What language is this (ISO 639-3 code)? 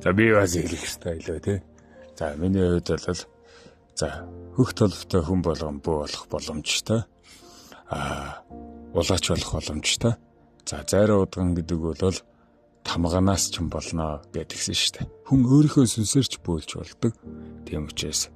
mon